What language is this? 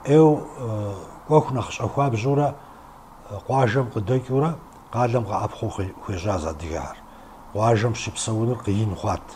Kabardian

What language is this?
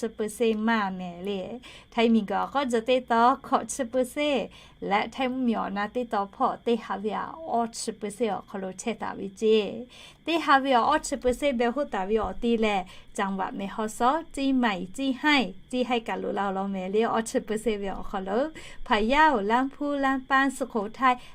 Lahu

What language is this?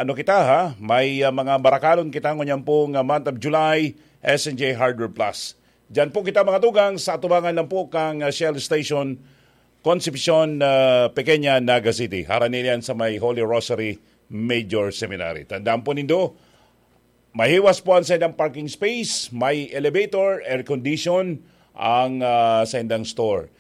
Bikol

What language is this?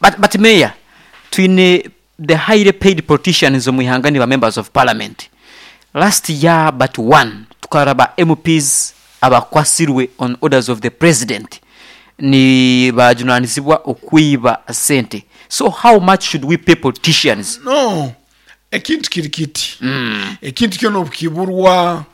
Nyankole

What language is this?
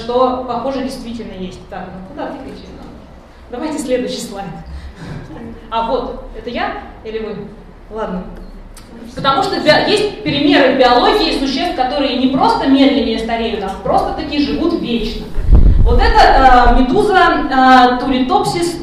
Russian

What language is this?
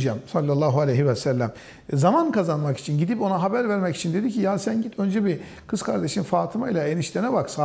Turkish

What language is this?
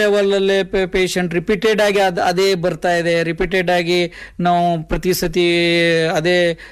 Kannada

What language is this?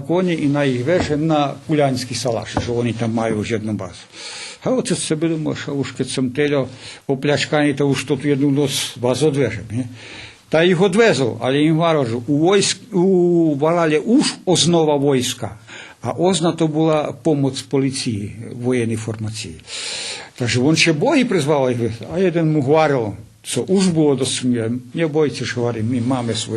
Rusyn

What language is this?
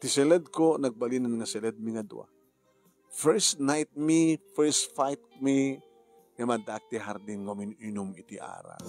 Iloko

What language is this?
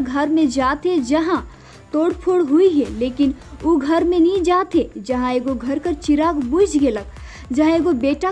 Sadri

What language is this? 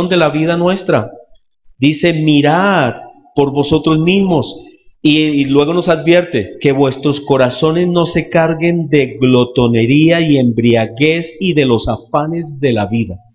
Spanish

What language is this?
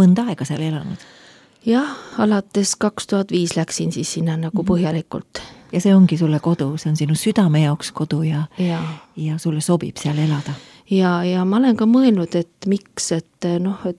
Estonian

